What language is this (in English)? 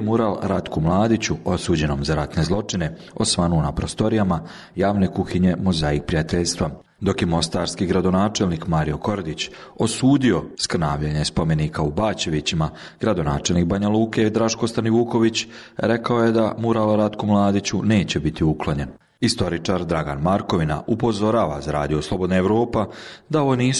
Bosnian